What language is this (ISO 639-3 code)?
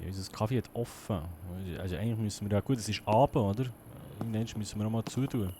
gsw